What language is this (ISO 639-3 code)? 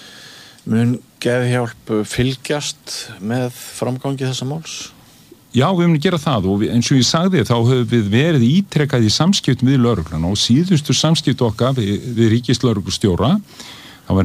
isl